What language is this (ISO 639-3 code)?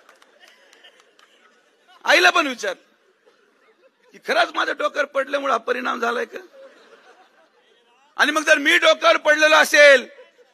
mar